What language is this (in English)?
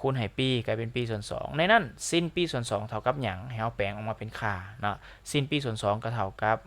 Lao